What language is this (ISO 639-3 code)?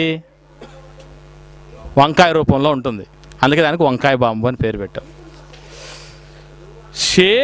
tel